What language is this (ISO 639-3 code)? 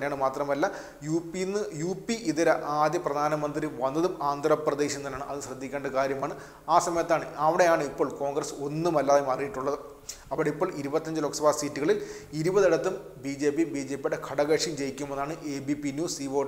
mal